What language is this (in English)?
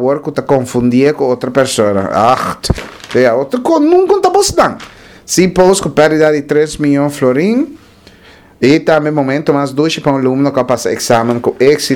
Papiamento